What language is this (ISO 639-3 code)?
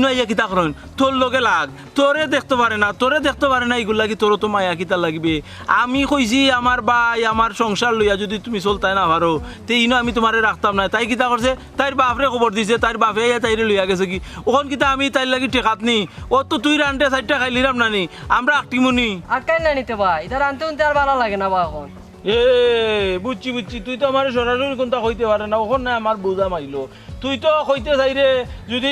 syl